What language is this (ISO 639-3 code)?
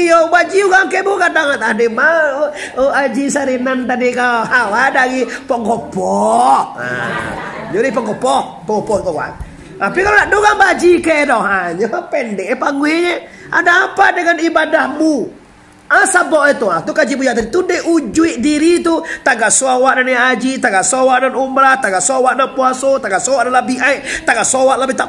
min